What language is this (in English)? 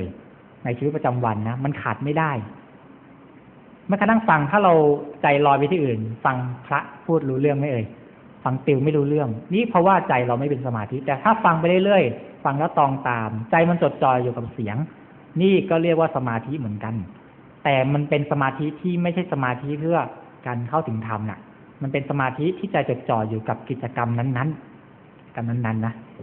Thai